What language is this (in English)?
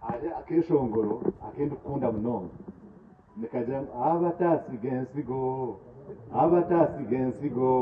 Nyankole